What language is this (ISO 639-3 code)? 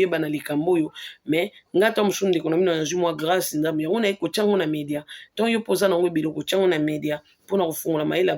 lin